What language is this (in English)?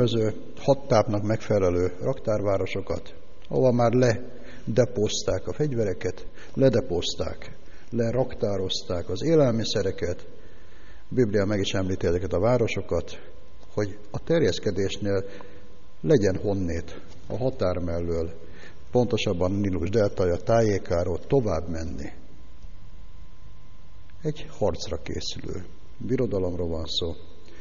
Hungarian